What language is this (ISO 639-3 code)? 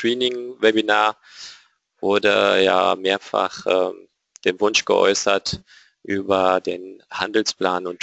deu